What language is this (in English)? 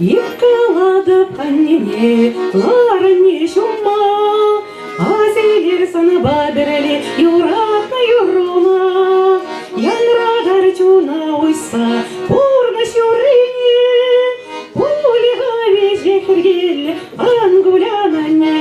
Chuvash